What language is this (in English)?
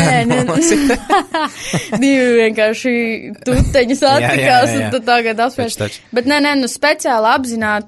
Latvian